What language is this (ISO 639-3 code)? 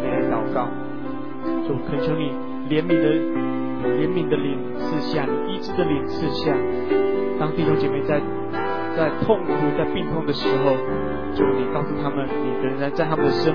zho